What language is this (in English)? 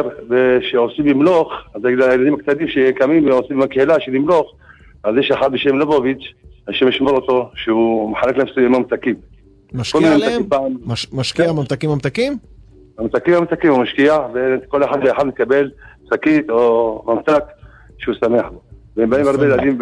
Hebrew